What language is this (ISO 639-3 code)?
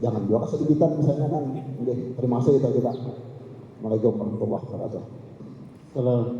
bjn